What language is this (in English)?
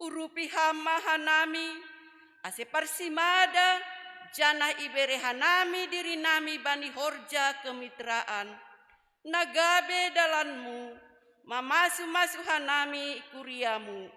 Batak Simalungun